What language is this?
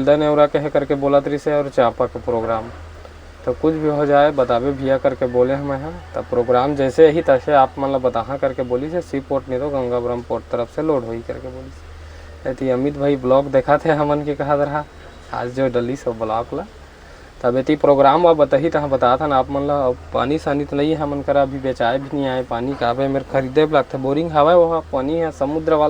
Chhattisgarhi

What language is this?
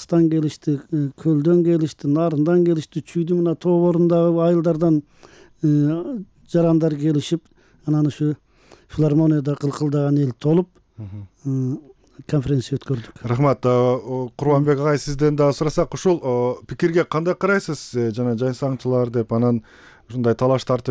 Kyrgyz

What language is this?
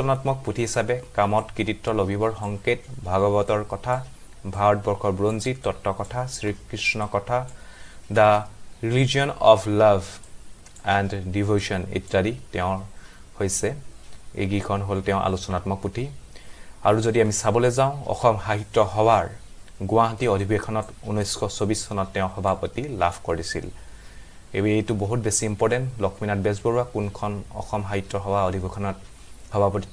Assamese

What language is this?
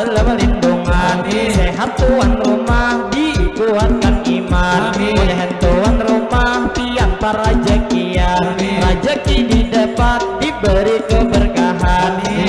Banjar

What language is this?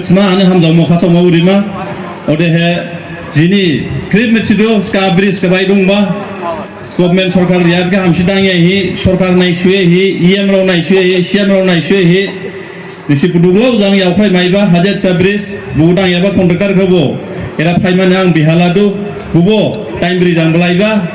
Dimasa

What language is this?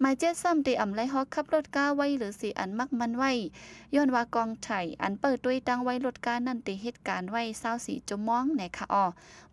Shan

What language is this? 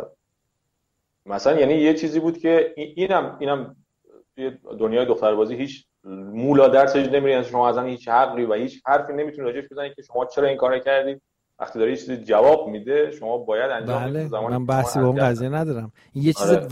Persian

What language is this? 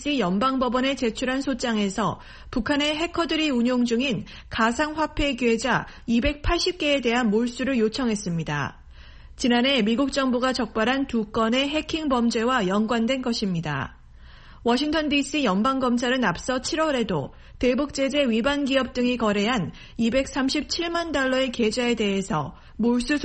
Korean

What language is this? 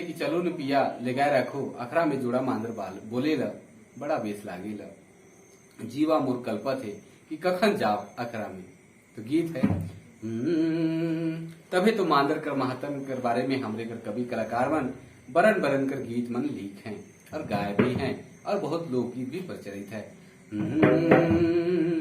Sadri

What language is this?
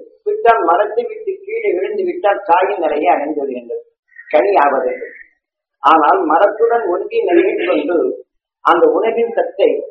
Tamil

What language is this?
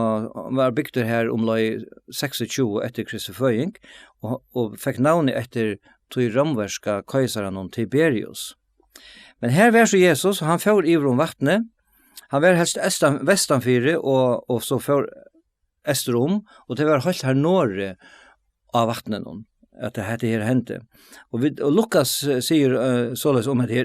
Faroese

